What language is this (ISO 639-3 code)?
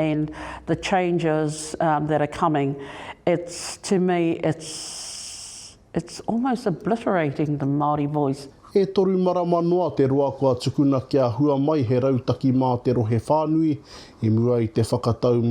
mri